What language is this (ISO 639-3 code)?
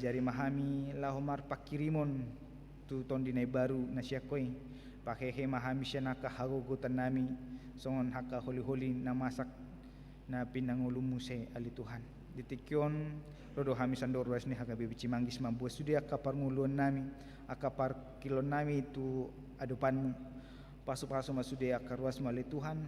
bbc